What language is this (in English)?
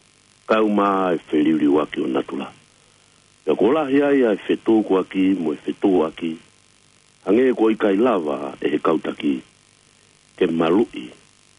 Tongan